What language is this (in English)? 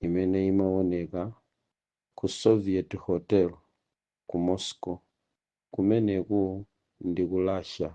Nyanja